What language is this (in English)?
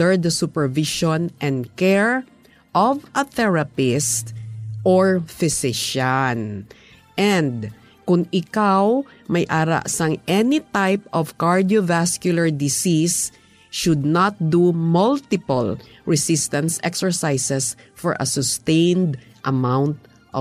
Hiligaynon